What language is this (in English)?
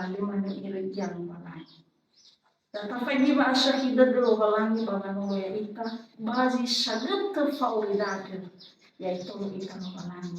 Nias